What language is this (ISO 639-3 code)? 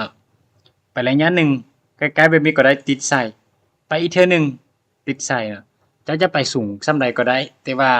lao